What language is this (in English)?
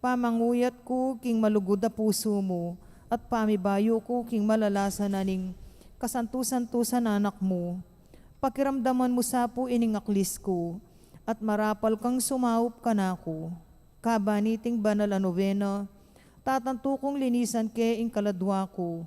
Pampanga